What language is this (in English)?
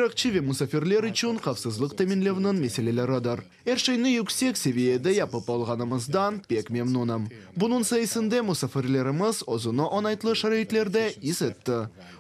Crimean Tatar